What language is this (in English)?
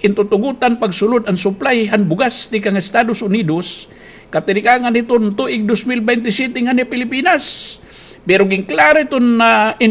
Waray